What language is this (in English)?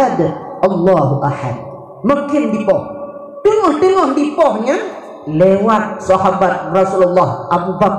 Achinese